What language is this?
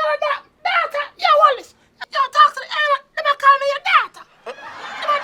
Jamaican Creole English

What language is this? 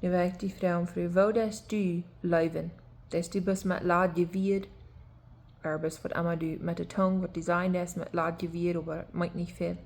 Plautdietsch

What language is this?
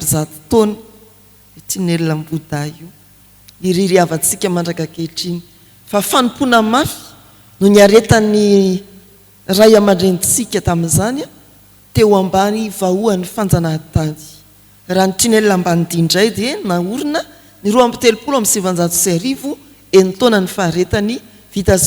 Malagasy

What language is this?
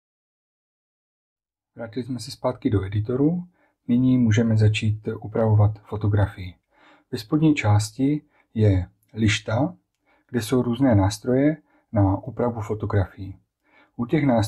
Czech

